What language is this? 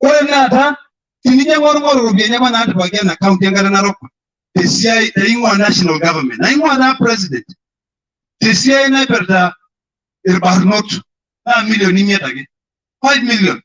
Masai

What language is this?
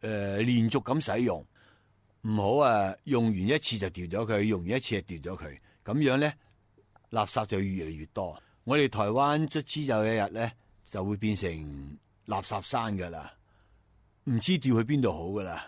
Cantonese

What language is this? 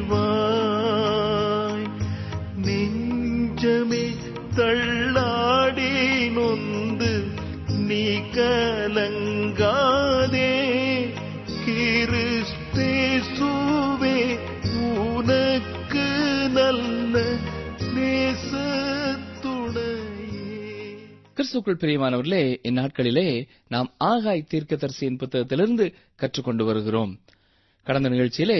Tamil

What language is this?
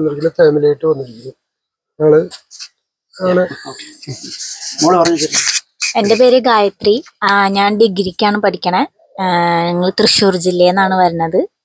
Malayalam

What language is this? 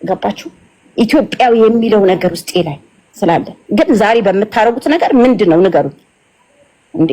Amharic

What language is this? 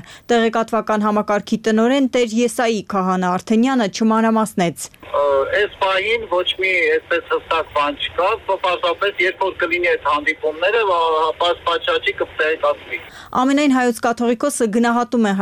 Armenian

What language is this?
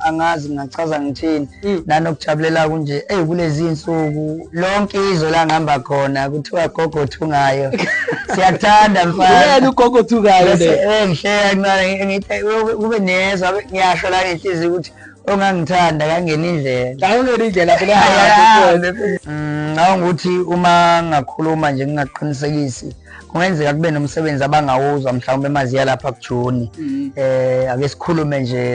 Zulu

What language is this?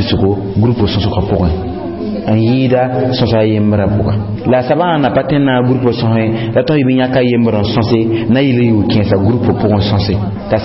Mossi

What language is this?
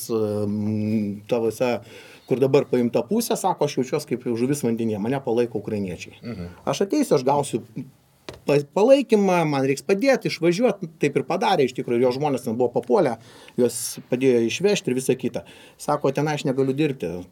Lithuanian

